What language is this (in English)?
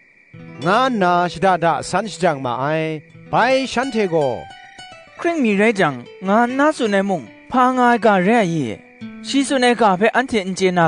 Kachin